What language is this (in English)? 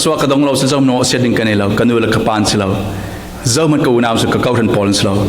Falam Chin